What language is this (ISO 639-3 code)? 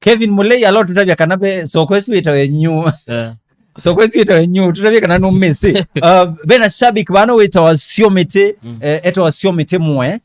kam